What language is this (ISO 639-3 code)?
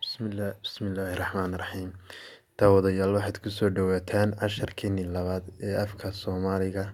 som